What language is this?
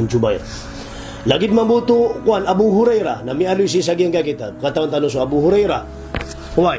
Maranao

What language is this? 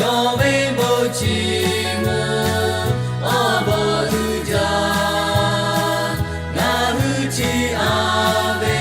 Lahu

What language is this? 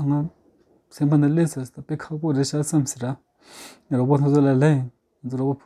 Tibetan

